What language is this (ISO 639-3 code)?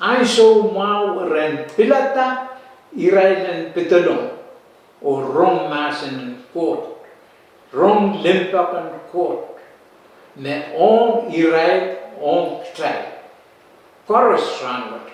pon